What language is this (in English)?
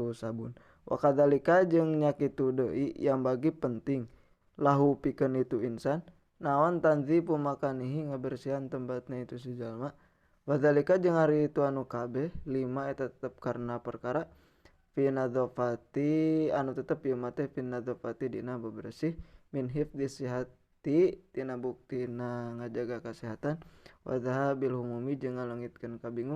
Sundanese